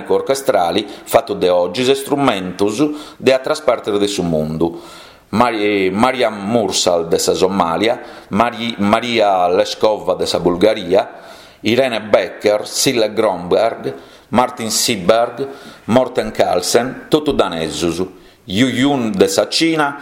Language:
Sardinian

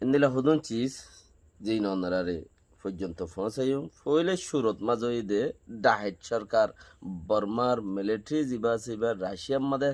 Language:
Rohingya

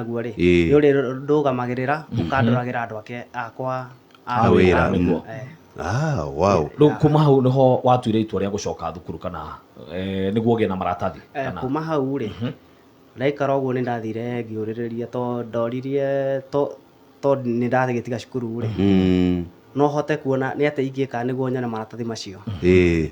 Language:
Kikuyu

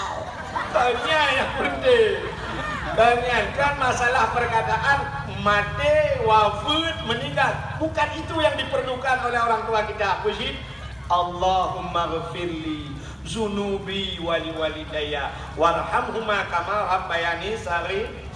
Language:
Achinese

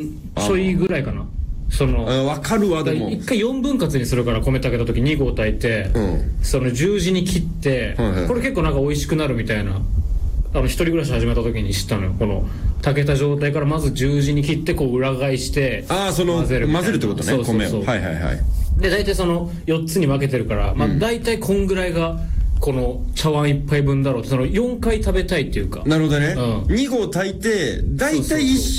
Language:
Japanese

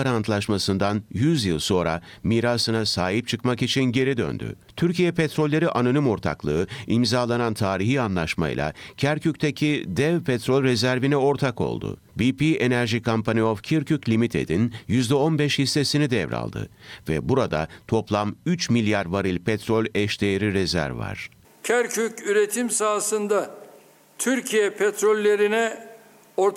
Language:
Turkish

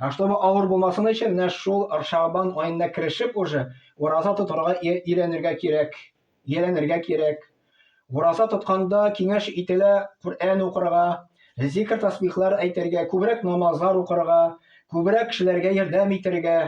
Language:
Tatar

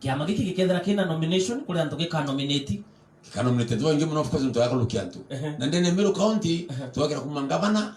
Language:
Meru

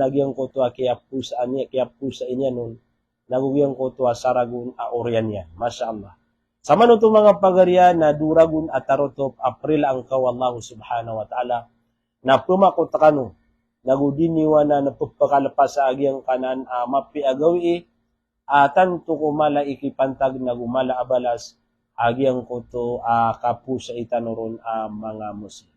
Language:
Maranao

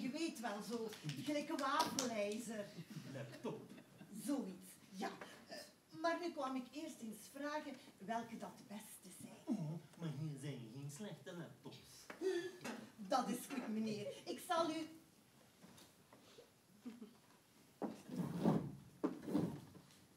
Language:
Dutch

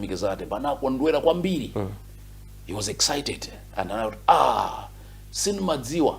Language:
Nyanja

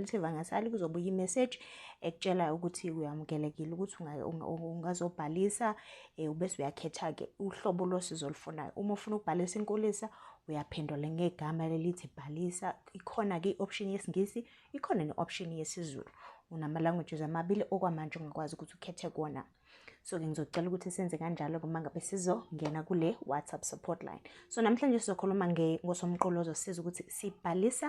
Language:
Zulu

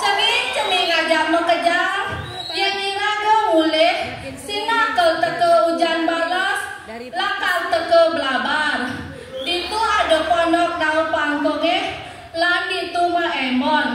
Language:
Balinese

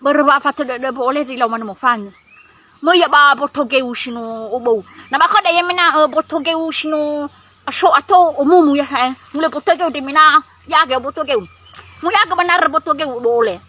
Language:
Nias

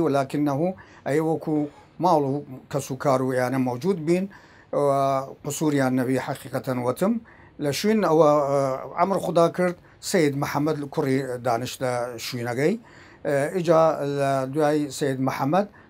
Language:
Southern Kurdish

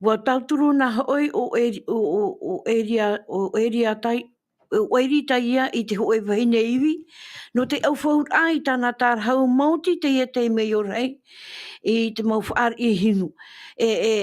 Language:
Tahitian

